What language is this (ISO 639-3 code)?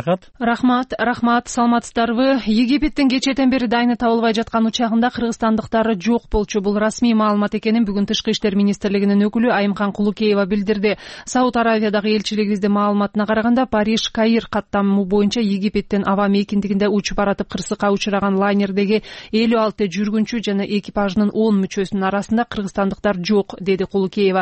kir